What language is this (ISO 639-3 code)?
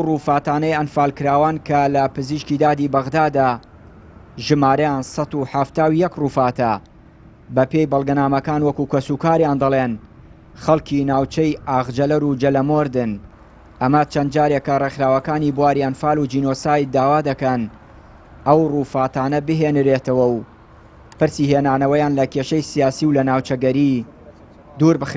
ckb